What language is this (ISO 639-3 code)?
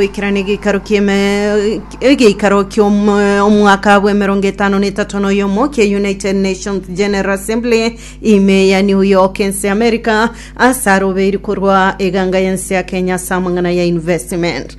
guz